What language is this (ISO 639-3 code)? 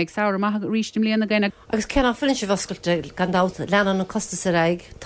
gle